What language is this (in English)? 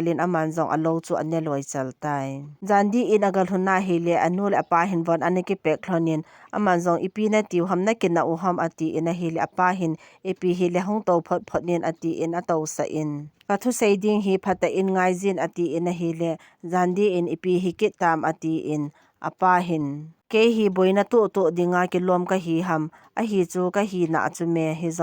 Thado Chin